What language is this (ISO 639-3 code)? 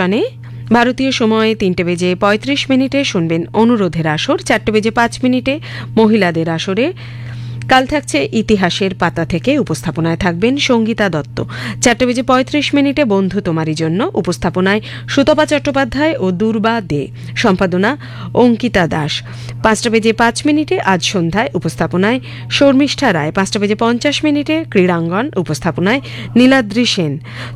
ben